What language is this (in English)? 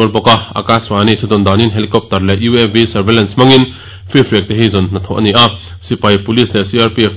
Mizo